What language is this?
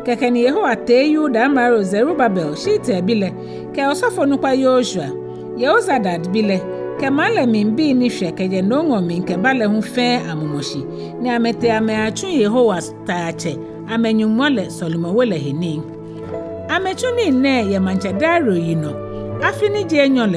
Ga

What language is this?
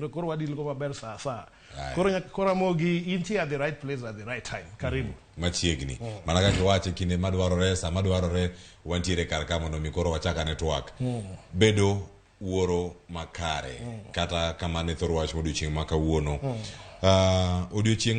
Luo (Kenya and Tanzania)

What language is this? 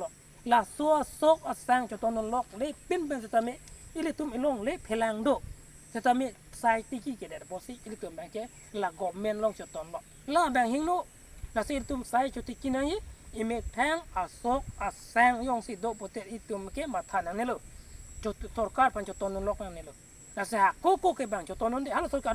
Karbi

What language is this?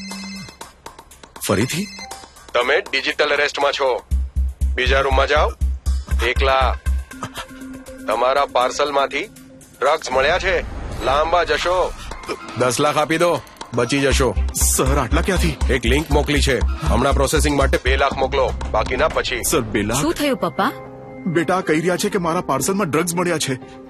Gujarati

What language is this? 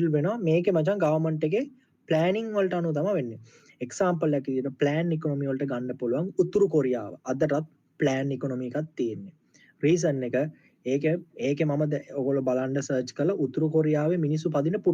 Sinhala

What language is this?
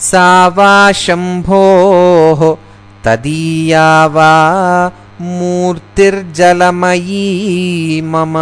Sanskrit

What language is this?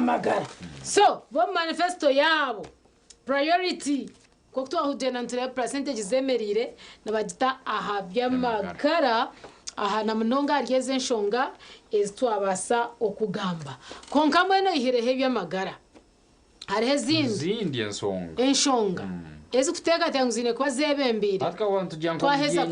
Nyankole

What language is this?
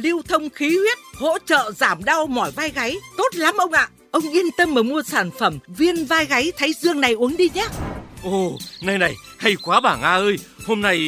Vietnamese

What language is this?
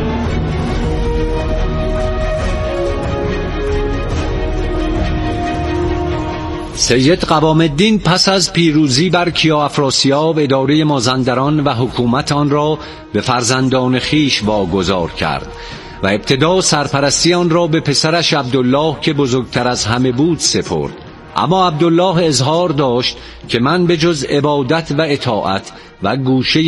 Persian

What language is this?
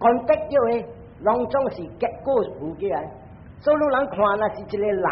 Min Nan Chinese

